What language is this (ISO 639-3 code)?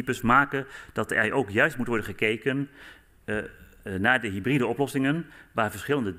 nld